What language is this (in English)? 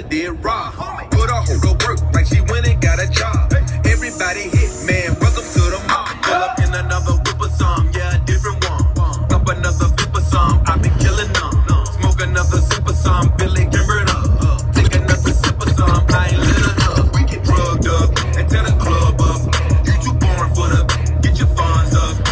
English